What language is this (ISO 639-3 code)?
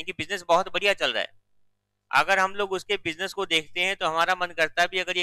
hin